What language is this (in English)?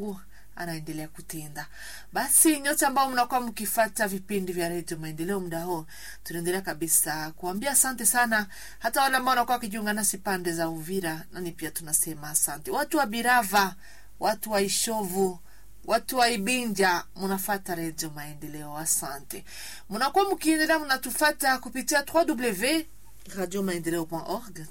Swahili